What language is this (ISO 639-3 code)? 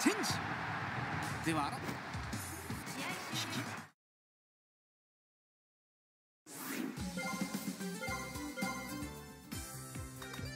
jpn